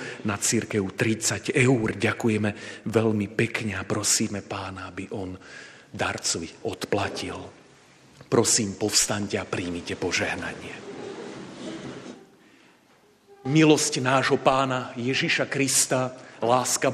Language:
Slovak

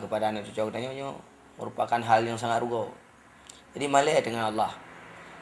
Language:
Achinese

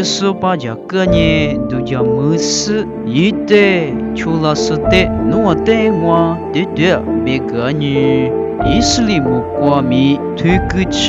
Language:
Lisu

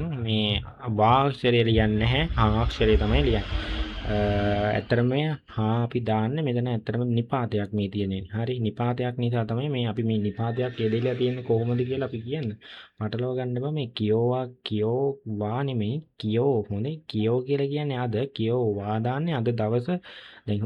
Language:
Sinhala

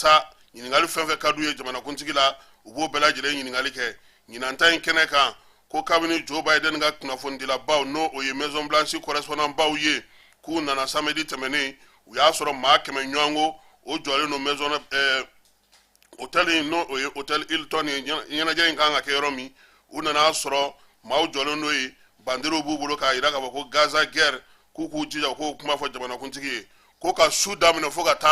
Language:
Bambara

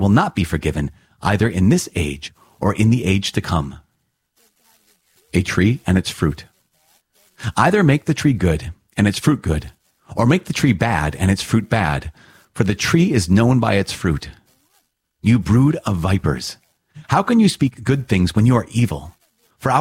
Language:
English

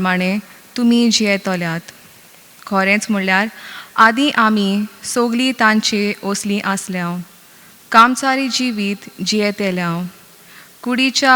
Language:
Konkani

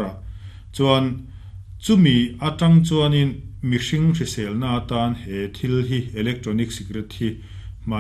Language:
Mizo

